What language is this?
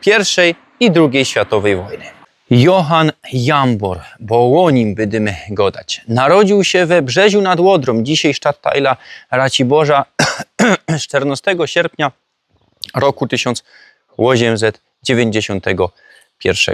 Silesian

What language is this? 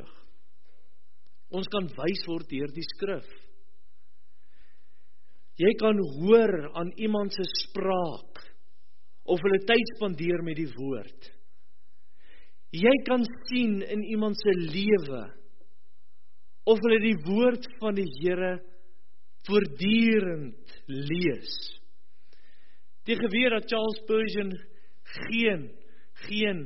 Afrikaans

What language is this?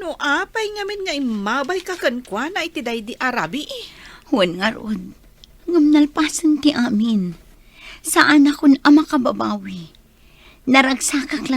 Iloko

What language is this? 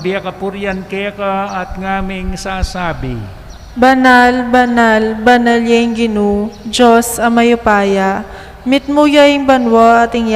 Pampanga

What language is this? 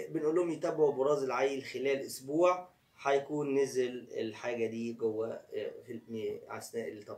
Egyptian Arabic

